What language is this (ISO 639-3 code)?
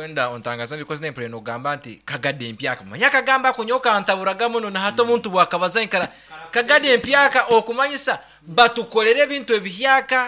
nyn